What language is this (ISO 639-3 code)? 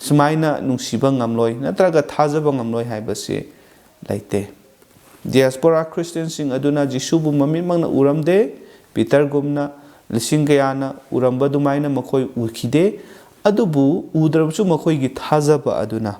mni